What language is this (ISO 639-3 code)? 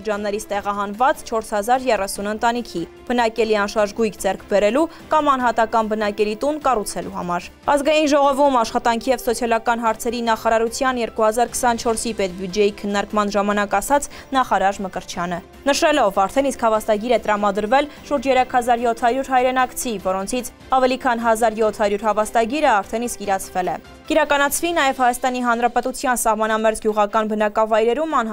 hye